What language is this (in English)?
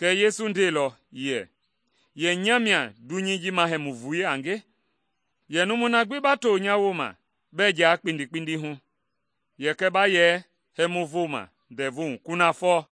Mende